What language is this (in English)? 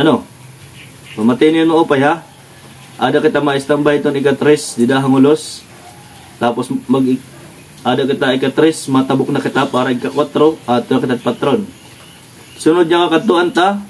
Waray